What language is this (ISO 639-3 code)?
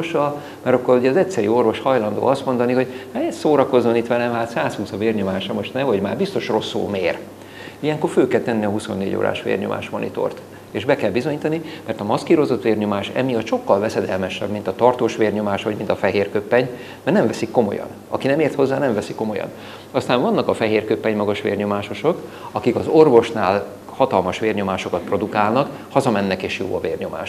hun